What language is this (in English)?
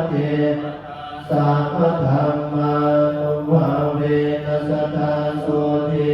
Pali